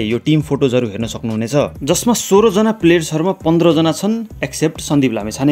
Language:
Nepali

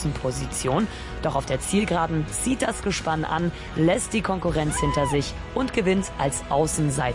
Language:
German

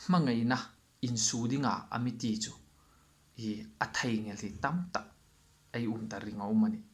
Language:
Hmar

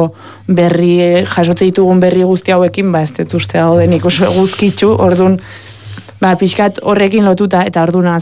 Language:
Basque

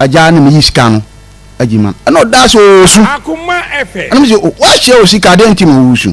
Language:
Akan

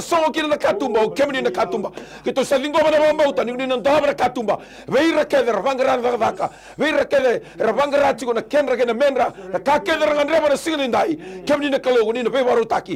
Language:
Fijian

